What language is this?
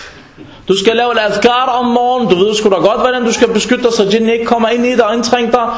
Danish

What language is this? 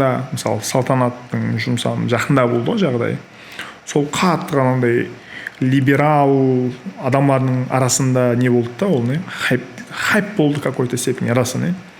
Kara-Kalpak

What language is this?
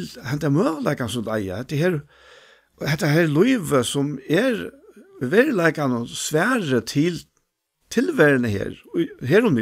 Faroese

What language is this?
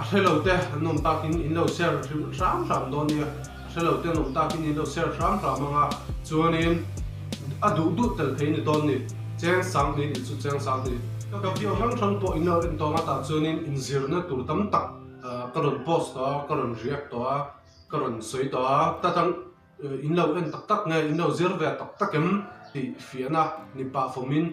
Mizo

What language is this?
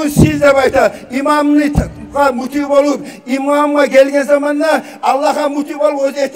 Kumyk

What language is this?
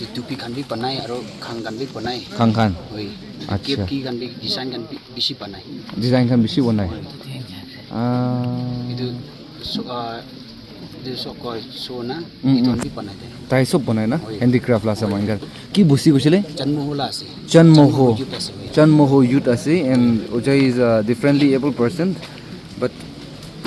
Naga Pidgin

